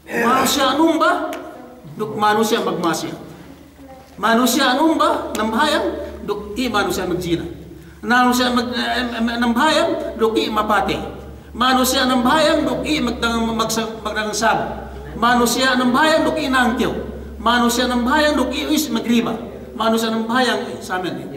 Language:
Yakan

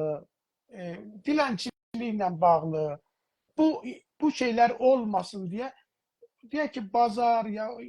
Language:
South Azerbaijani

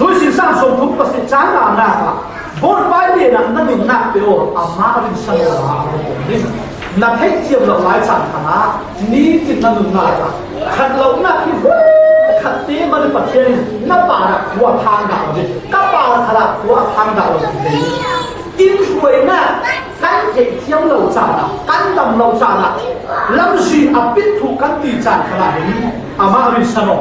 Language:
Falam Chin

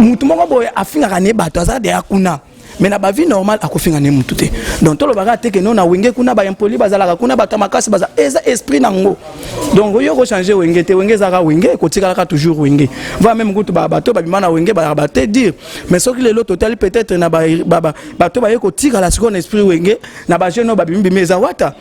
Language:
Lingala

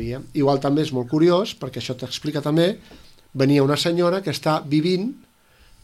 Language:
Catalan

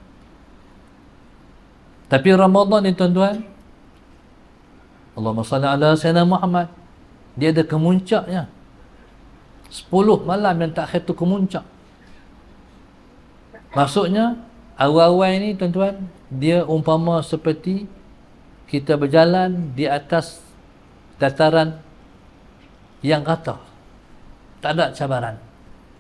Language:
Malay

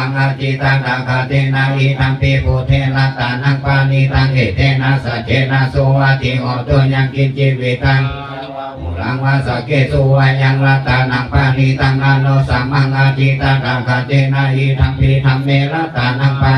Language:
Pali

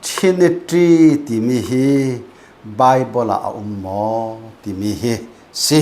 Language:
Falam Chin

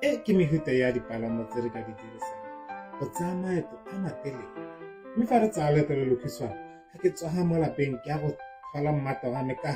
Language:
Tswana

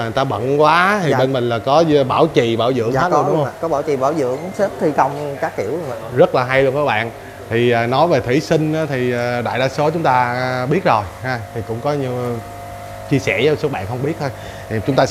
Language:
Vietnamese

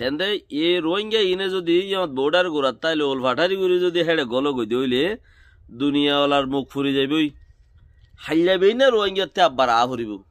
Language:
Rohingya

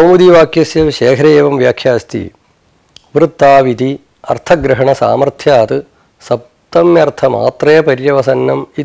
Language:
Sanskrit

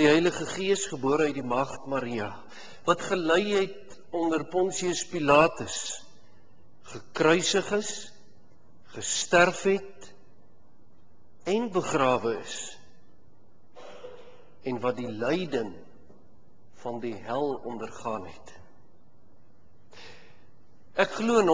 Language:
Afrikaans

